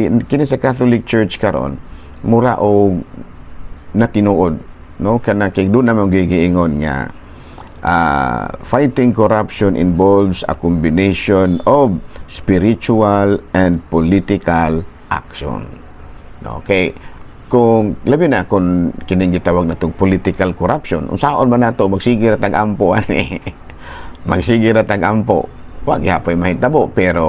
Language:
Cebuano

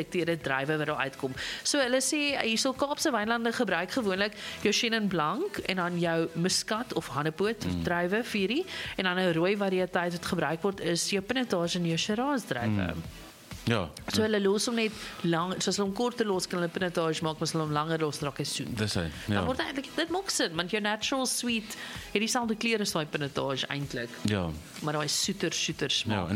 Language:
Afrikaans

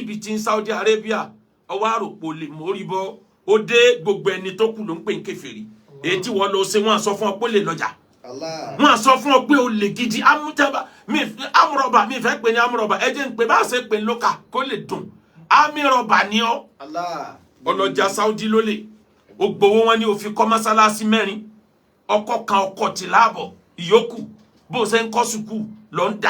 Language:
Yoruba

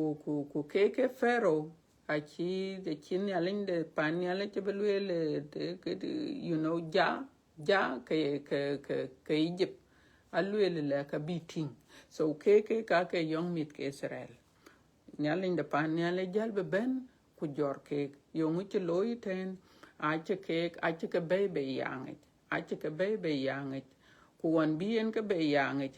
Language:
Dinka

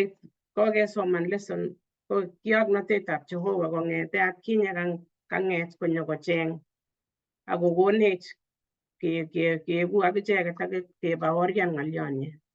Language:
Kalenjin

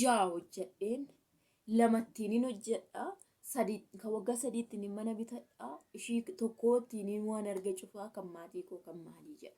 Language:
Oromo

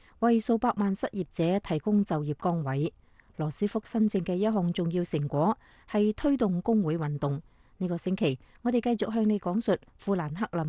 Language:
Cantonese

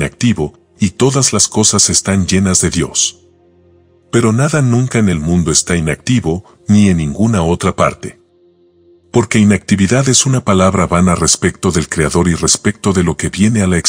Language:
Spanish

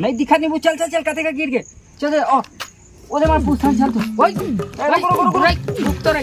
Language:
Chhattisgarhi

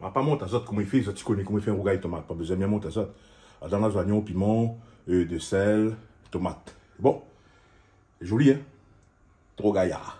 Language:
Réunion Creole French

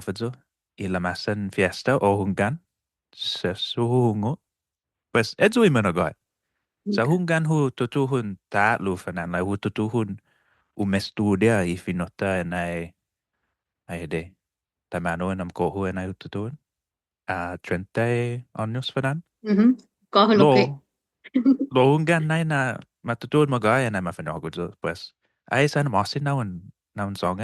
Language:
Chamorro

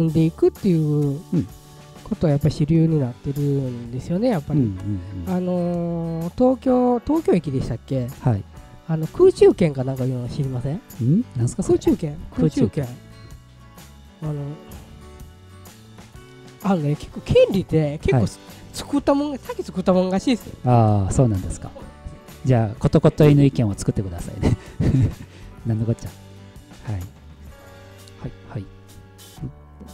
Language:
Japanese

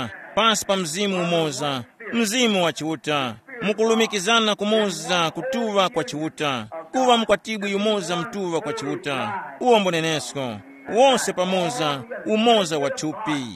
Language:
Tumbuka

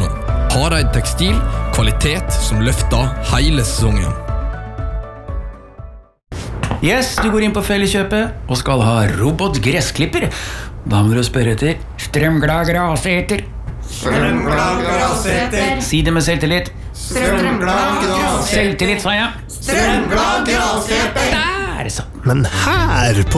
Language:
Norwegian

